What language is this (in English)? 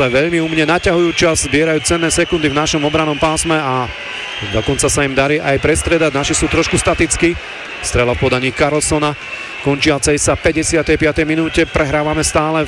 Slovak